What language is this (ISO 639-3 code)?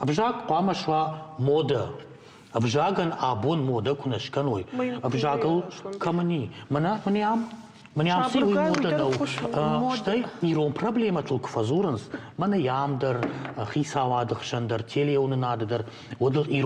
oss